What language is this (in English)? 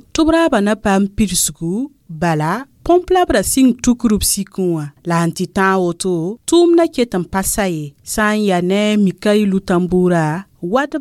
Mossi